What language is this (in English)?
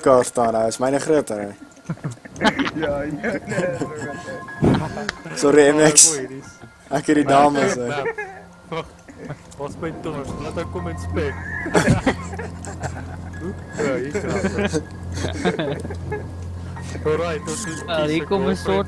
Afrikaans